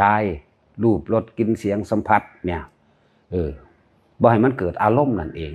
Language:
Northeastern Thai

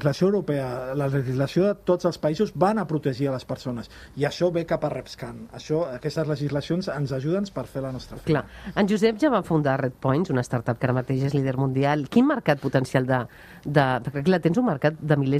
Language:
Catalan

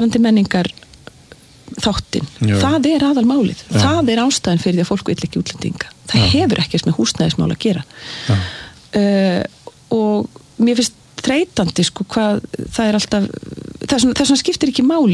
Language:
Icelandic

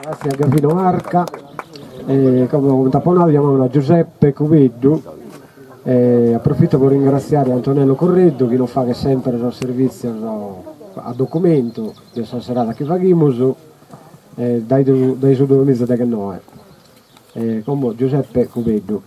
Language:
Sardinian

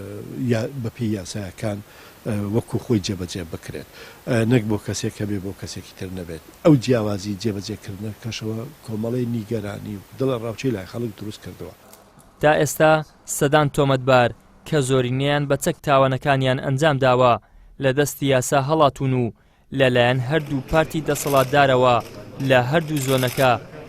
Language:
Central Kurdish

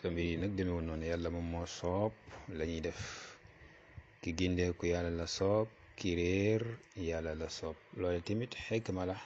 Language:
Wolof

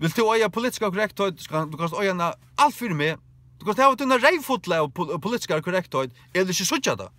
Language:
Faroese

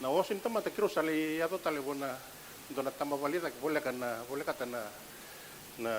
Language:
Fijian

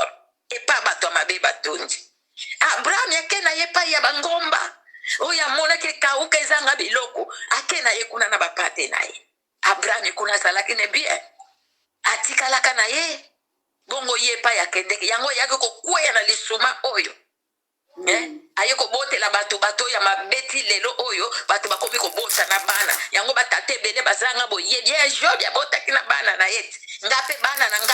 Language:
Lingala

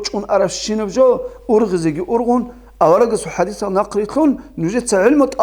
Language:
Avaric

